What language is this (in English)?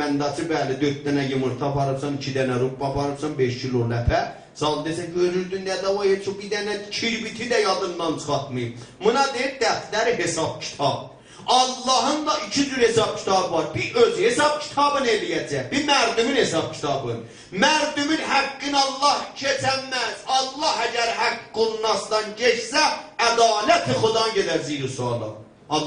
South Azerbaijani